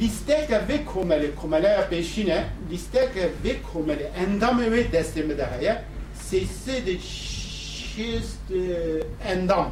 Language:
Kurdish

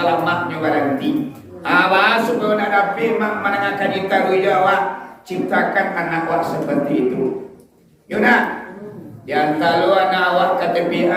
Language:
Minangkabau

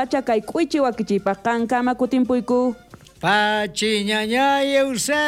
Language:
South Bolivian Quechua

